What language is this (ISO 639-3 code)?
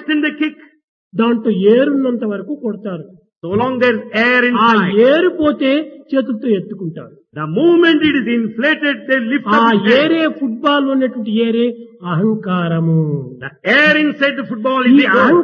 tel